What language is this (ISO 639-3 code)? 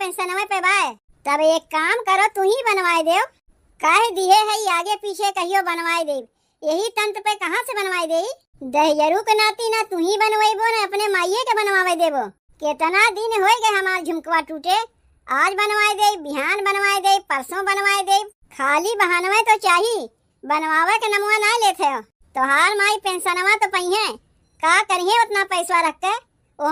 awa